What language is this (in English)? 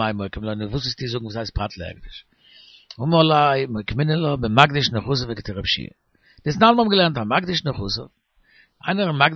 Yiddish